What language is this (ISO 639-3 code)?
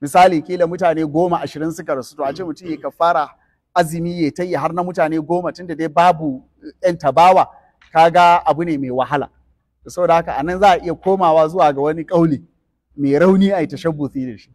hau